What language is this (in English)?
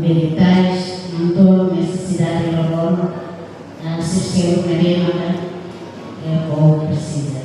Tetum